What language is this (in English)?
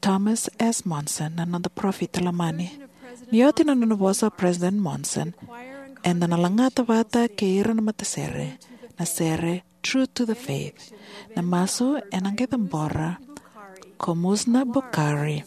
Fijian